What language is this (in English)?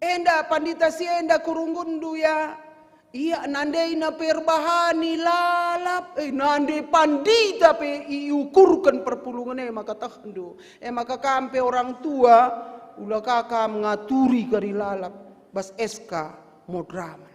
Batak Karo